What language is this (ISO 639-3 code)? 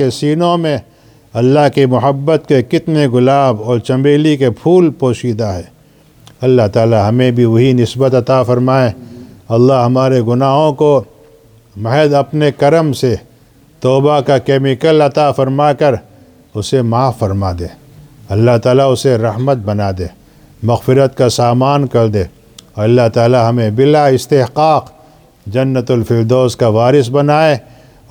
urd